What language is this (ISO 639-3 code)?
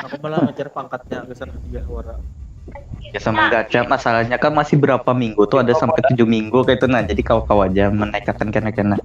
bjn